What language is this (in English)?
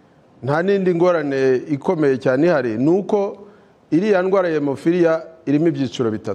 Kinyarwanda